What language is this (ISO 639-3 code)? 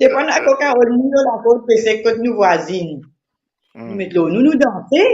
mfe